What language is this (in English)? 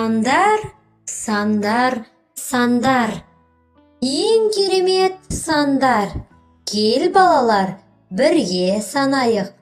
Kazakh